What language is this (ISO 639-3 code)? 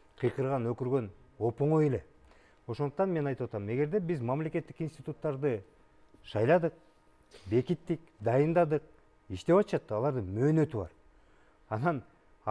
kir